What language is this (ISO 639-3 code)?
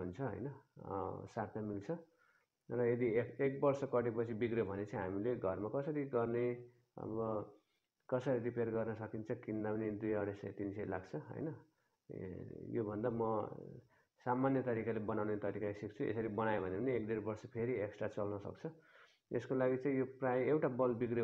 nep